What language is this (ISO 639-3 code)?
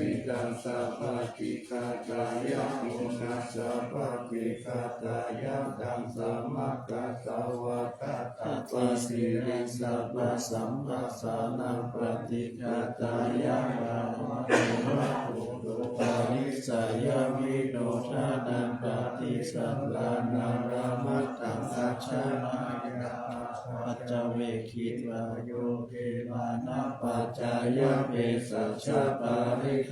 pli